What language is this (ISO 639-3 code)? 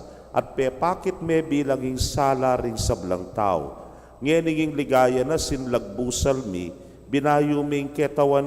pam